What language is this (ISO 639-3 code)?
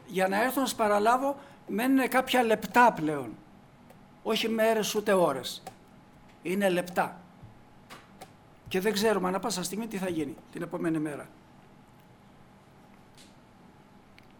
ell